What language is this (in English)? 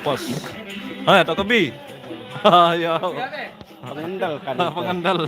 Sasak